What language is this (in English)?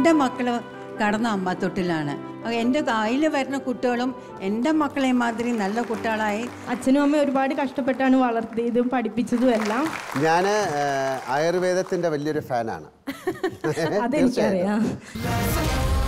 Malayalam